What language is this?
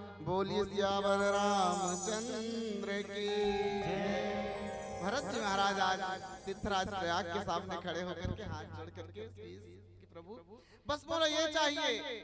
Chhattisgarhi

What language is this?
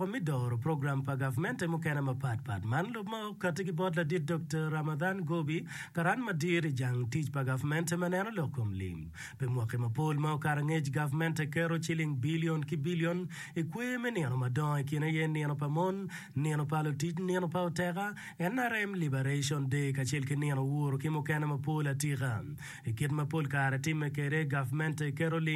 Acoli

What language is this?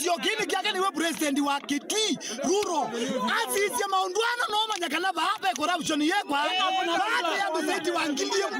Kamba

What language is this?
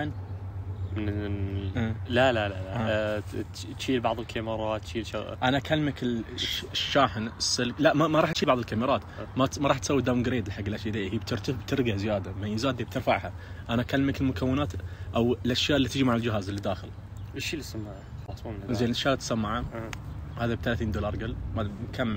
Najdi Arabic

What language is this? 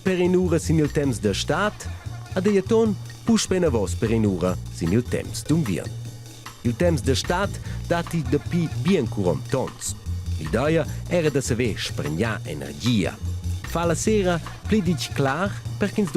Romansh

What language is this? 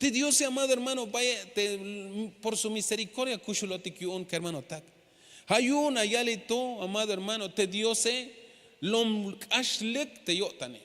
Tzeltal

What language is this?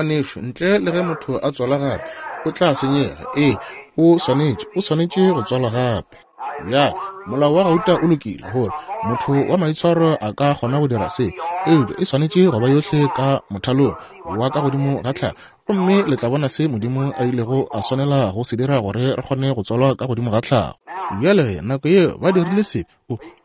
Northern Sotho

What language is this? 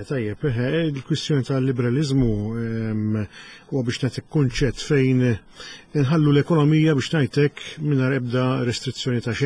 Maltese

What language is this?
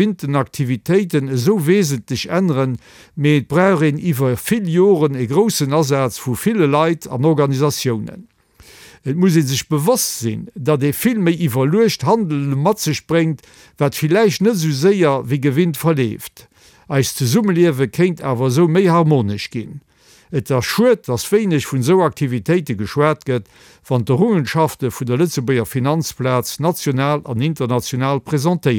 Luxembourgish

